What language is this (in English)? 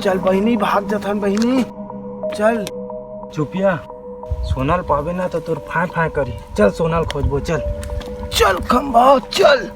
Chhattisgarhi